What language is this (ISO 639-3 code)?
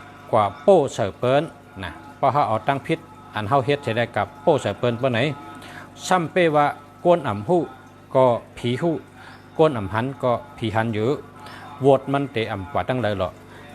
shn